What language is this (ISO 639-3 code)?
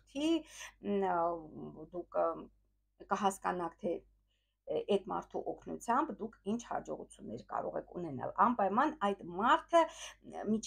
hye